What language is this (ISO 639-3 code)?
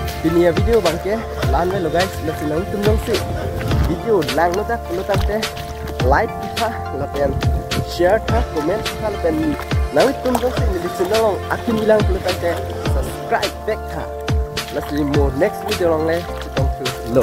mjw